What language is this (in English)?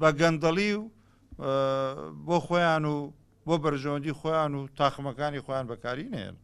Central Kurdish